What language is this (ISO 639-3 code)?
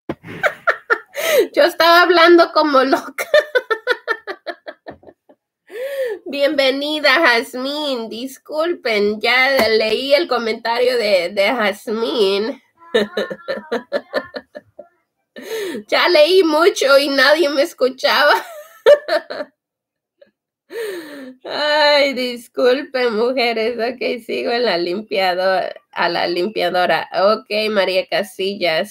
spa